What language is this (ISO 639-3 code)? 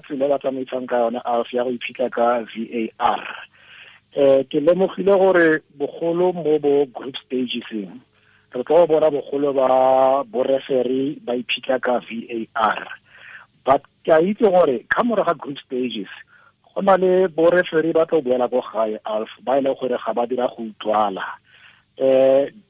tsn